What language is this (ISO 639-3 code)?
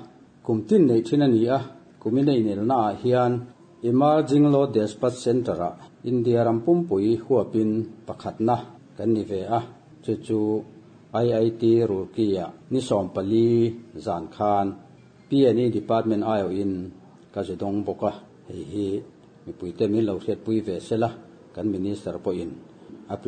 lus